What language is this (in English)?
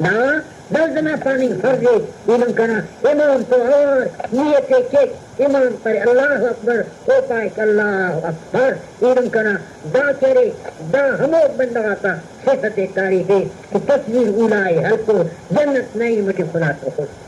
Brahui